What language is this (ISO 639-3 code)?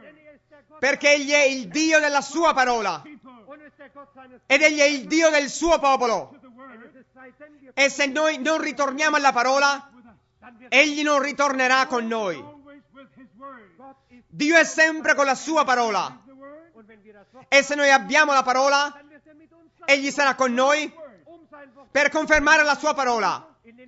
ita